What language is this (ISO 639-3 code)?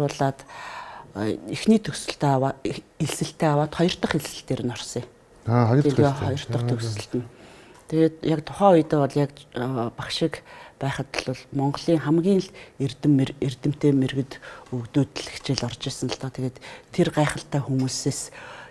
mon